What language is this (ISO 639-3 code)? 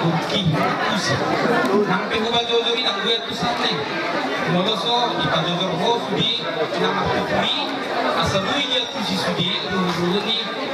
bbc